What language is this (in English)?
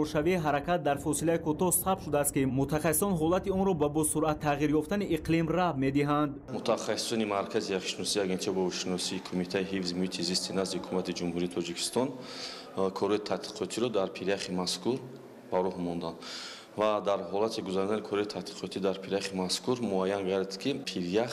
Tajik